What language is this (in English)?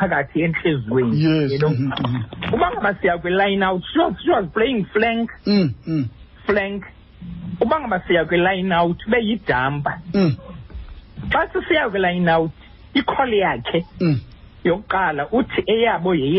Xhosa